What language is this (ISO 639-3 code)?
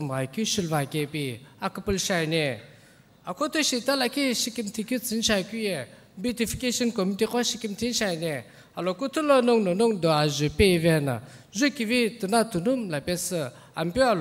nsm